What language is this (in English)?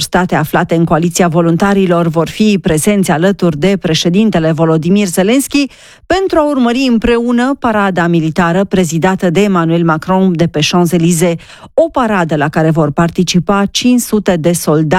Romanian